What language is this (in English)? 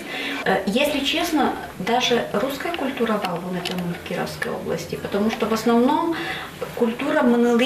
Udmurt